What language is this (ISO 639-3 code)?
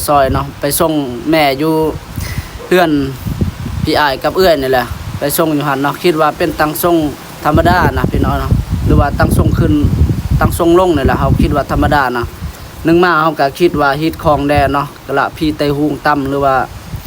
lao